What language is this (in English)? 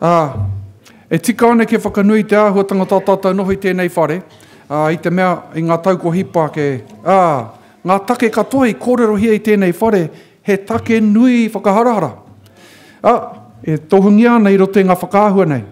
Māori